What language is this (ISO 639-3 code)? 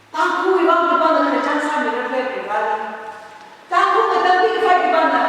nmf